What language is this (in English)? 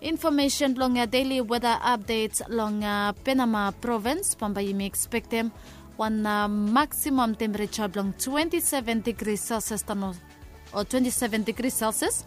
Bislama